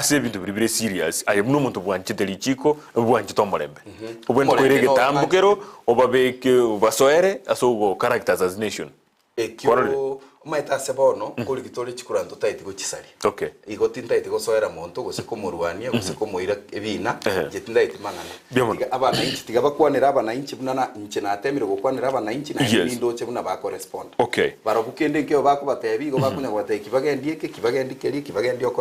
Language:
Gusii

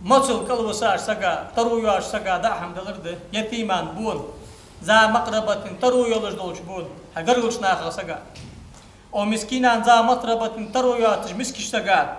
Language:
Ingush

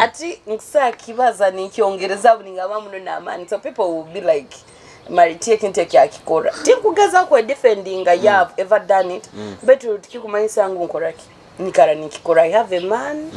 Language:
Nyoro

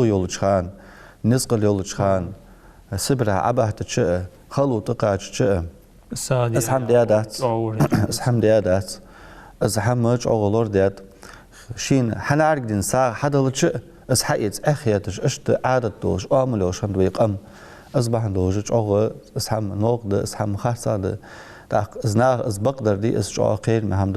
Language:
Ingush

